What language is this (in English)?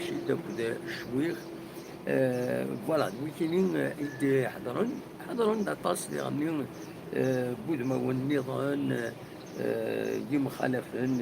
Kabyle